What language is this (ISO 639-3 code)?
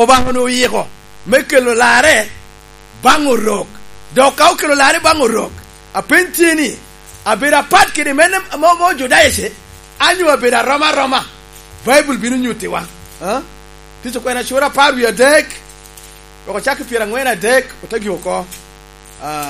laj